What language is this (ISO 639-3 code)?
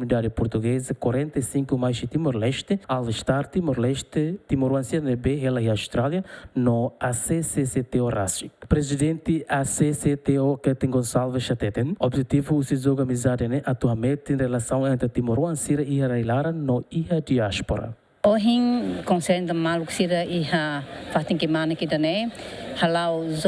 tet